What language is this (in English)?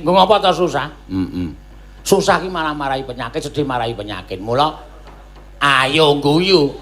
Javanese